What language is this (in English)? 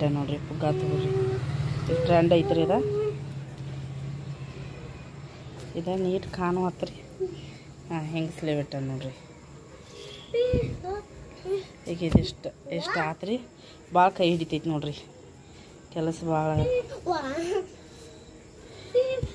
Kannada